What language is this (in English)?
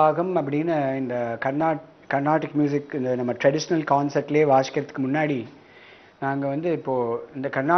Tamil